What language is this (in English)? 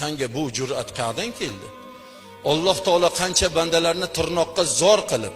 Uzbek